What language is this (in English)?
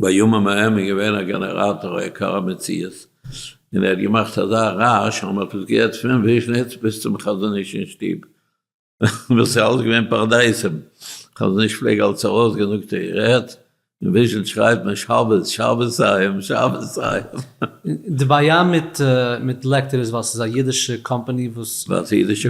Yiddish